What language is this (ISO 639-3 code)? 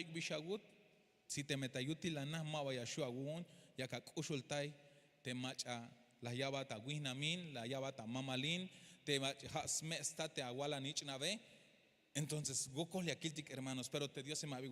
tzh